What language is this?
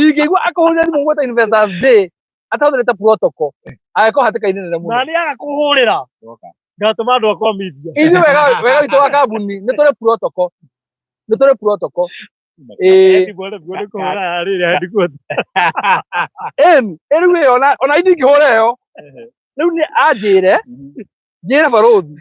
Kikuyu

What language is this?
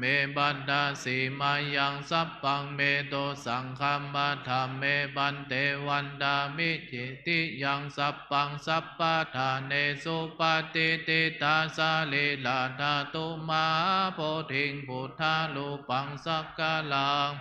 Pali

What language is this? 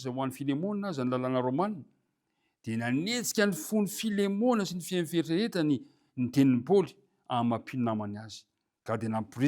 Malagasy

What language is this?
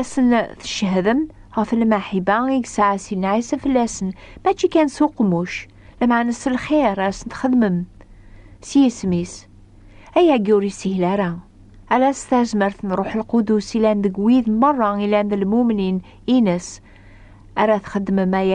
Kabyle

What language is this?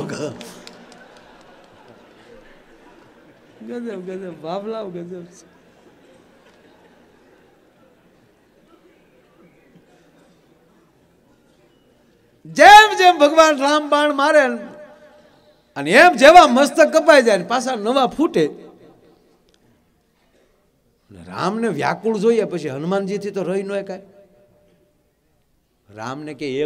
Gujarati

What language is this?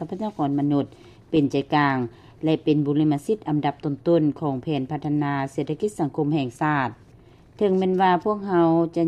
Lao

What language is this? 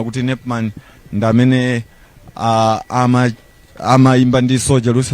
Nyanja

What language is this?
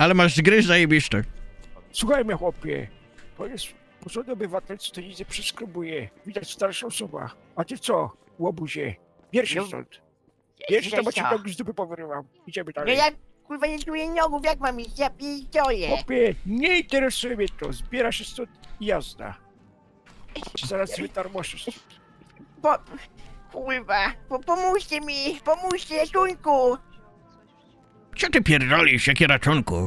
Polish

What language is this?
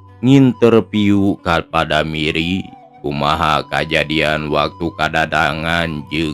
Sundanese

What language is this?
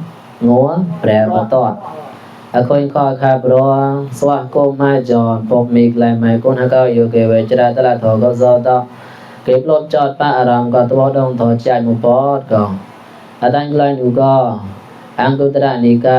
Mon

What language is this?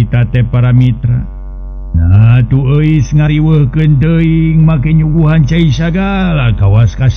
Sundanese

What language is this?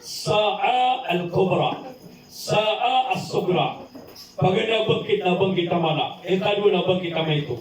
Maranao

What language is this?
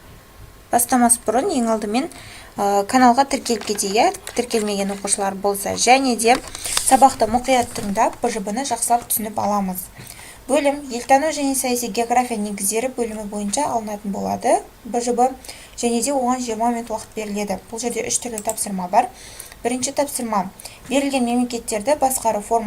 Kazakh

